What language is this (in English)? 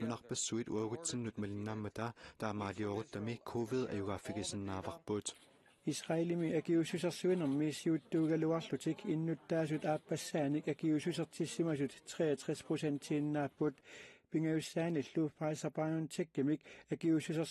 Kalaallisut